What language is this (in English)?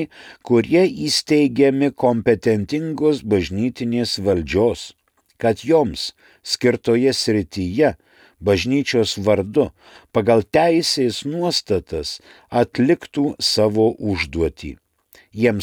Lithuanian